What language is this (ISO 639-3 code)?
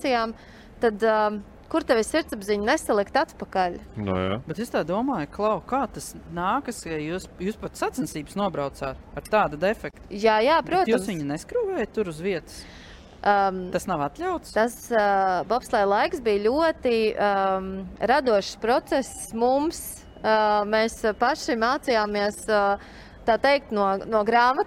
lav